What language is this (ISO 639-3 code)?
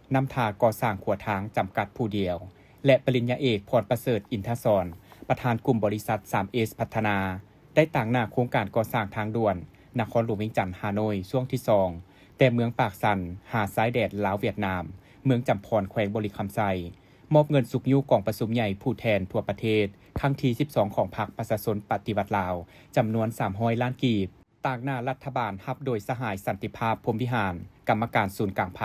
lao